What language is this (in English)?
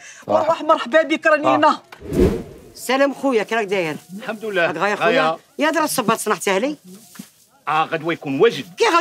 Algerian Arabic